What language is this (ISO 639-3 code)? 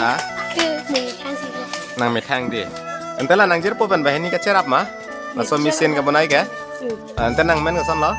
mjw